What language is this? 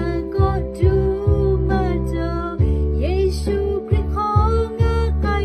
Lahu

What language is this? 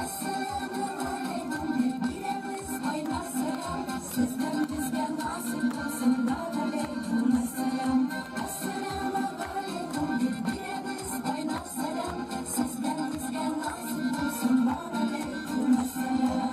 Bashkir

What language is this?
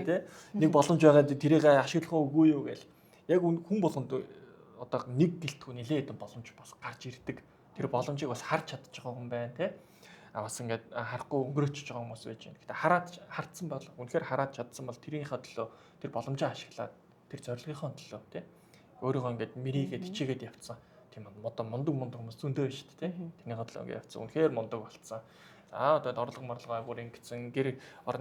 Mongolian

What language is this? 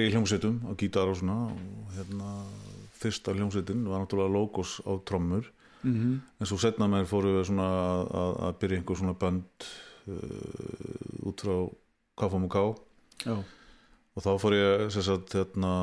Icelandic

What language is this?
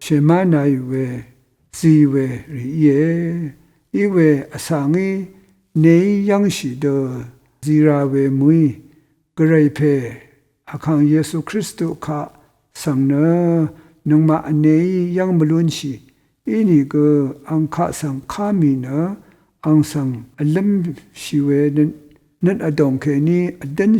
Rawang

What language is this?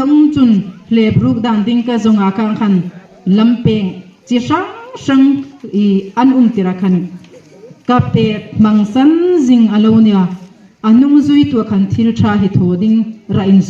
Hmar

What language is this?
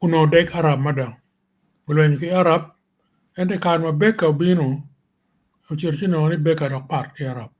Acoli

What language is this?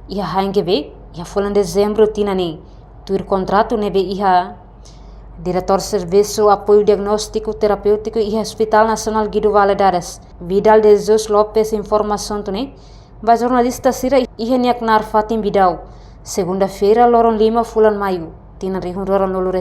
Tetum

